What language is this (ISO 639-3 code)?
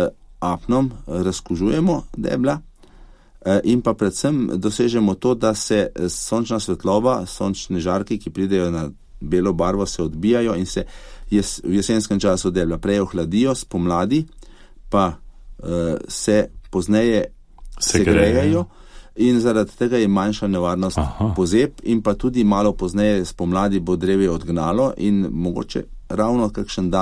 slv